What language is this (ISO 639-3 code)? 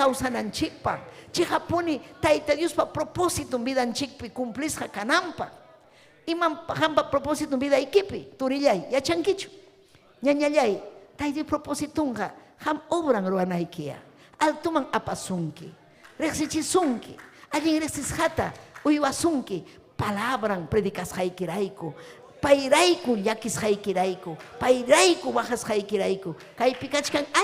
quy